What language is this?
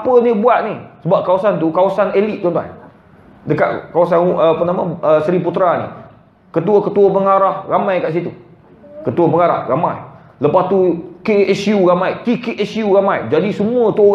Malay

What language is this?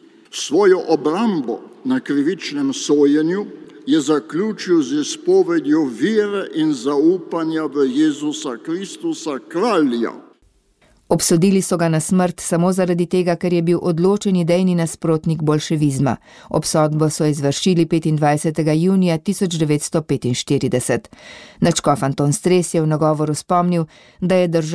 Slovenian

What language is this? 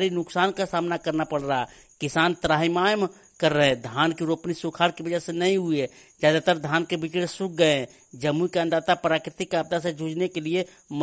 Hindi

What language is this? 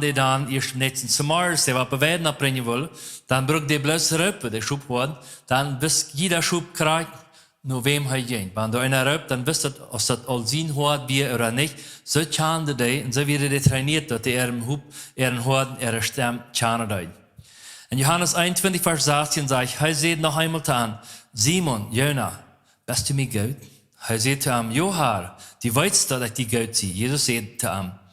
Plautdietsch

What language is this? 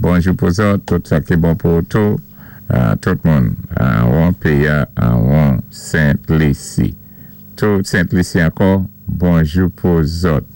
Saint Lucian Creole French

